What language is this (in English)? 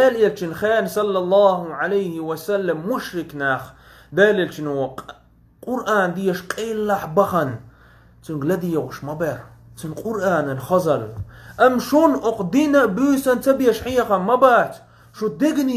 Chechen